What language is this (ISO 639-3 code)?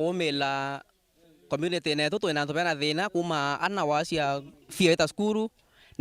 mer